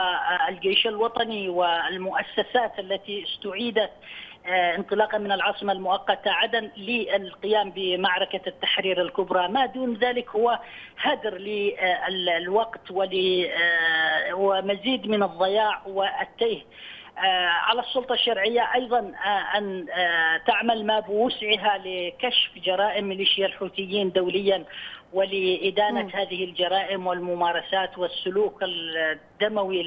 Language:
Arabic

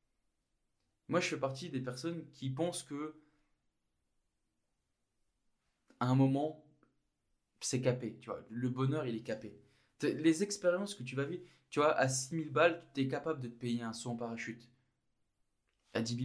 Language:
French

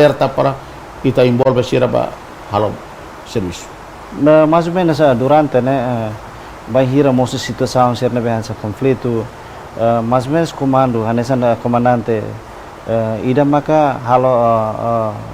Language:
Tetum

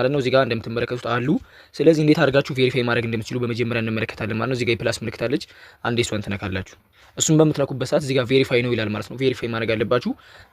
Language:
Amharic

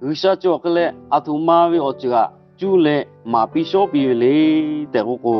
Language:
Lahu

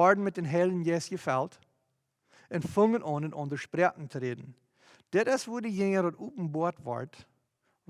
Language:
Plautdietsch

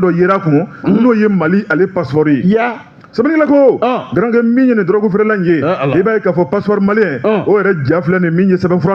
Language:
Bambara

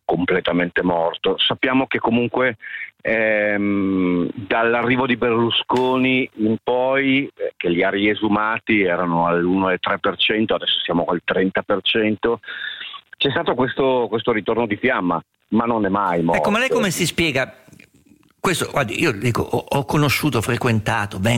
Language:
Italian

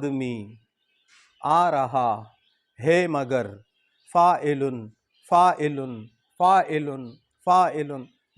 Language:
Pashto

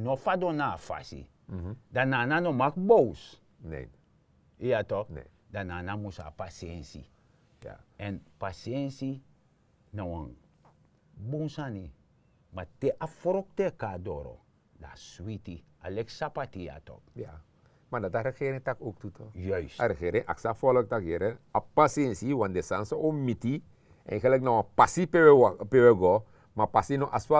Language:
Sranan Tongo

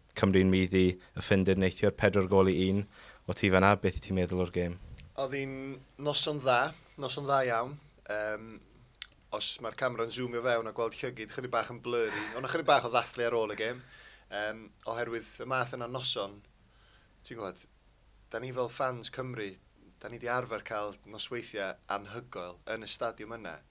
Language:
Welsh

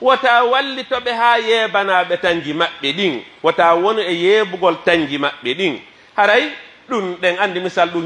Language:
Pular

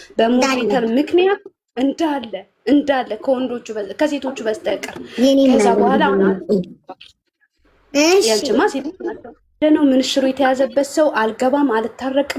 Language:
Amharic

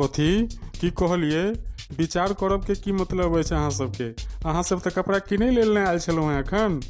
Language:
Maithili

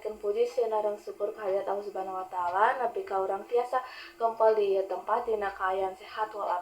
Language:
Sundanese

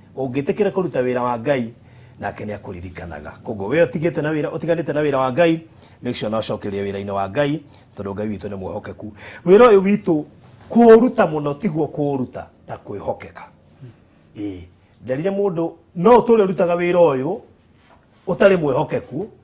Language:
Kikuyu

